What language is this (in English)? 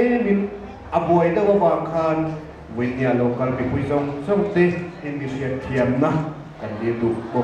Hakha Chin